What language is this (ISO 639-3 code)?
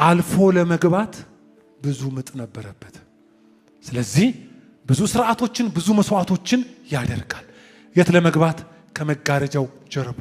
amh